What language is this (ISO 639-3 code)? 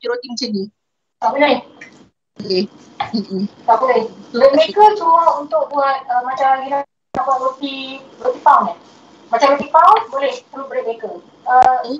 msa